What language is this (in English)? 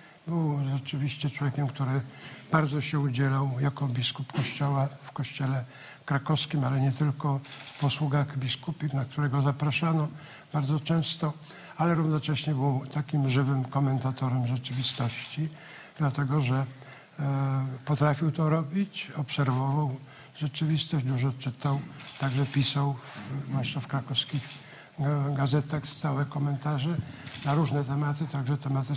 Polish